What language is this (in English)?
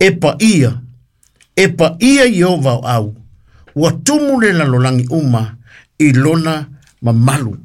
Samoan